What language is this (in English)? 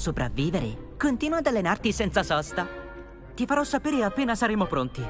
Italian